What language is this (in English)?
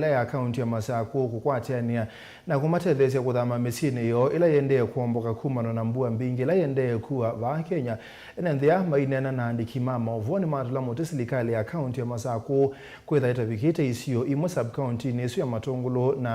Kamba